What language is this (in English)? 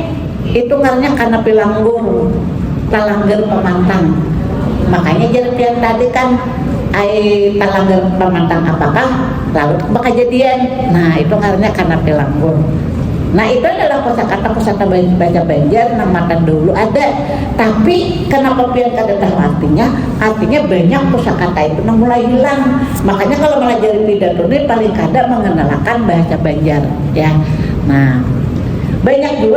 Banjar